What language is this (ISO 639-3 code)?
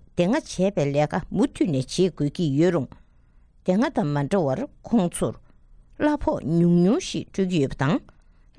bod